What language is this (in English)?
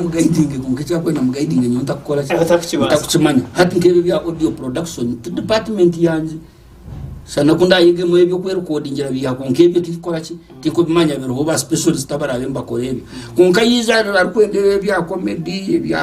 Nyankole